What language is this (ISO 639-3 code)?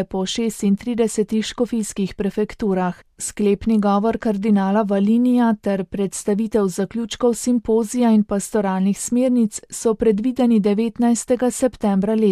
slv